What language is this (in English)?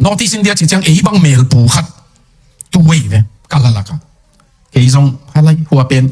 Tedim Chin